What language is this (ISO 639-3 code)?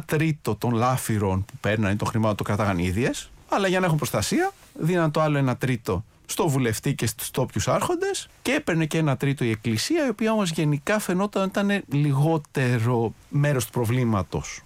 ell